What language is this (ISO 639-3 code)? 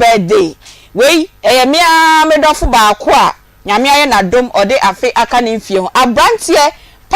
aka